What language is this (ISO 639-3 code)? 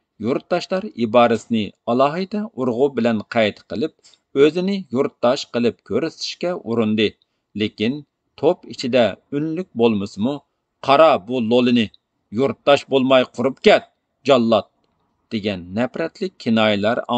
uig